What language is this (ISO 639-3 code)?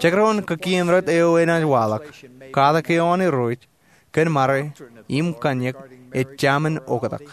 mah